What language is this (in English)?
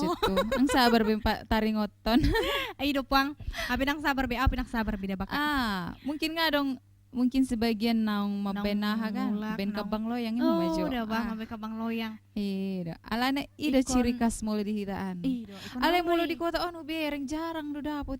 Batak Toba